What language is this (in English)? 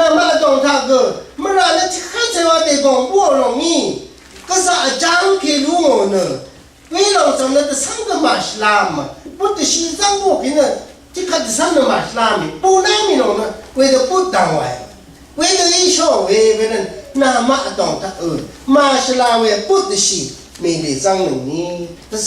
Rawang